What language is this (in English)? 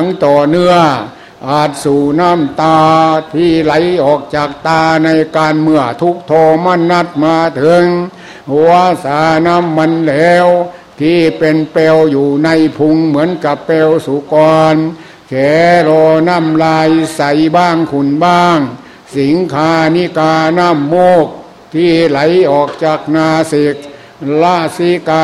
Thai